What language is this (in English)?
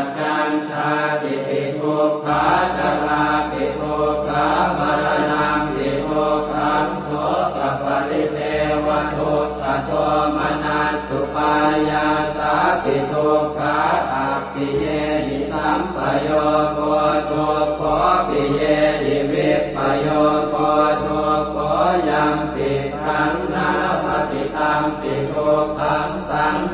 Pali